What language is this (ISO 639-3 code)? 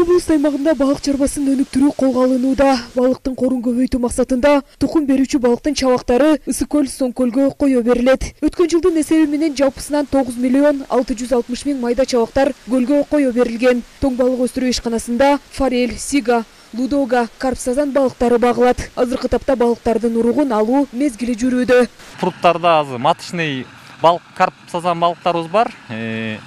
kir